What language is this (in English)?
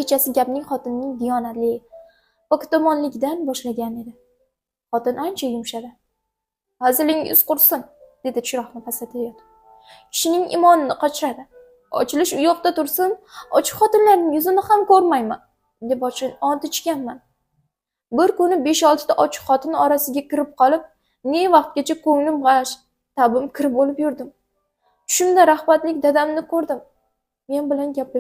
Uzbek